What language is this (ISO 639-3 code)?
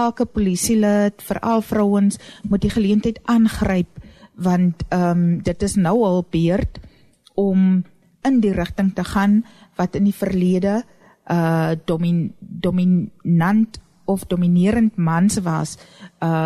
afr